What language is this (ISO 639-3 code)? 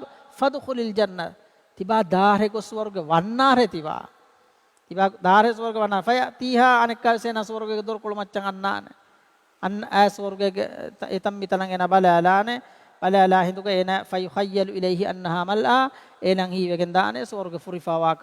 div